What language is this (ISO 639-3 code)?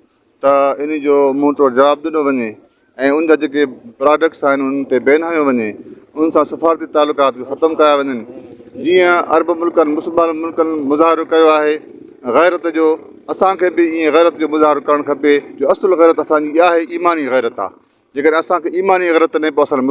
snd